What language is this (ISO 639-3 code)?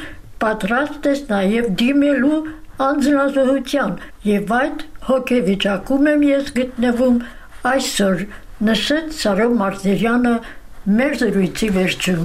hye